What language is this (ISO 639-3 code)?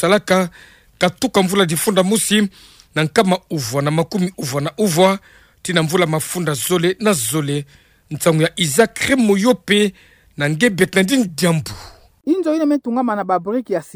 ktu